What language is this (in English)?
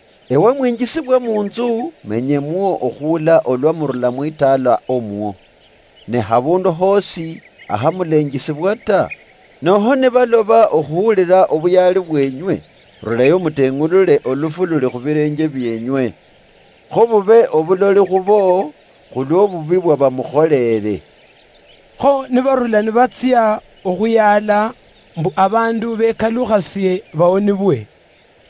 Luyia